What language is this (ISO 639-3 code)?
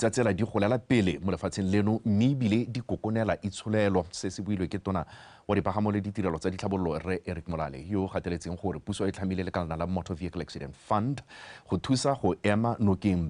tsn